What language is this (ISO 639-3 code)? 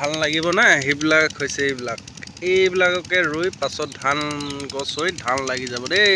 asm